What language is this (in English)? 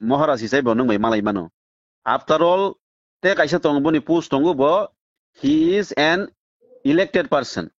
Kok Borok